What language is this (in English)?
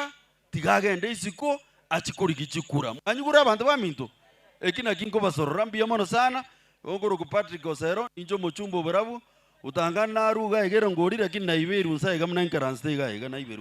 Gusii